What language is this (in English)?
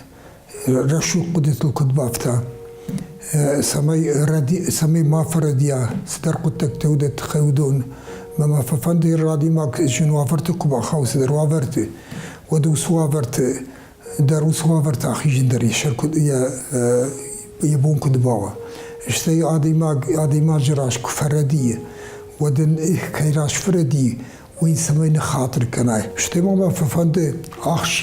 Ossetic